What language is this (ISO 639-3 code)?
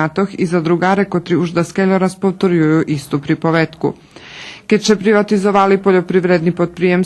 rue